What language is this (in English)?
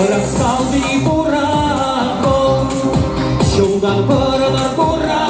Chuvash